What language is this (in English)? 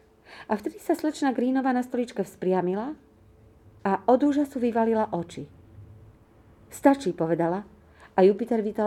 Slovak